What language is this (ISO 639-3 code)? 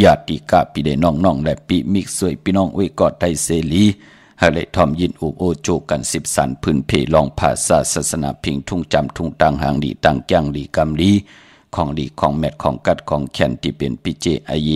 shn